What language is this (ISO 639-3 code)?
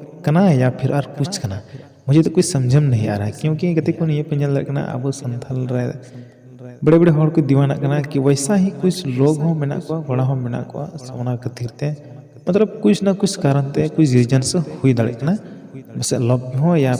sat